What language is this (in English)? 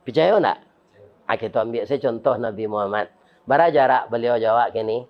Minangkabau